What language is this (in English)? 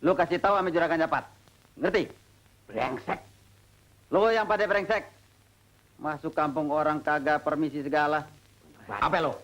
Betawi